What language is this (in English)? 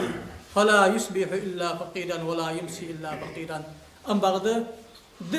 Ingush